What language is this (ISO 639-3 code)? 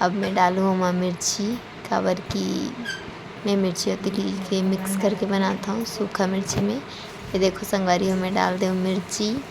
hne